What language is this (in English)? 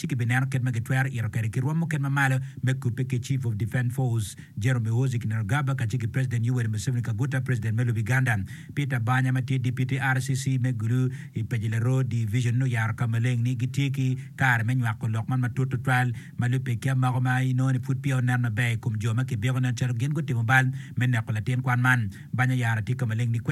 Acoli